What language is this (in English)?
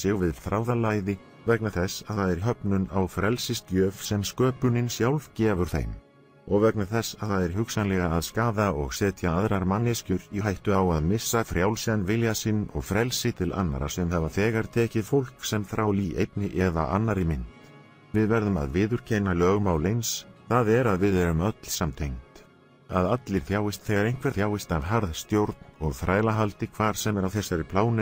Icelandic